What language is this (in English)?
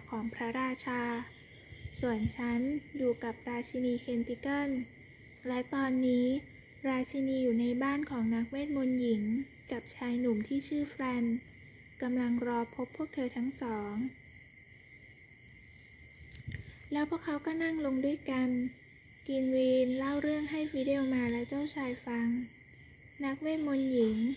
Thai